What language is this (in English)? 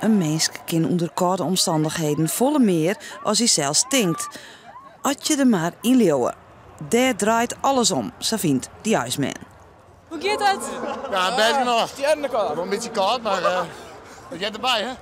Western Frisian